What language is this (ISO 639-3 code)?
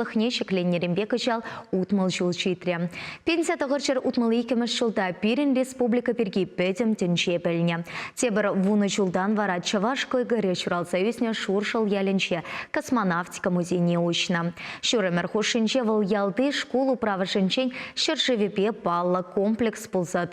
chv